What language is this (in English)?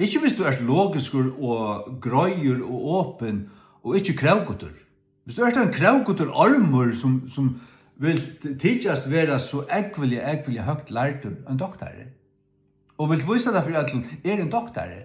Faroese